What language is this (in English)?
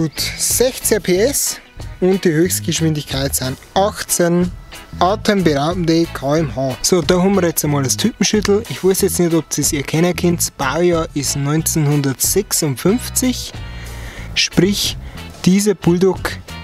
Bavarian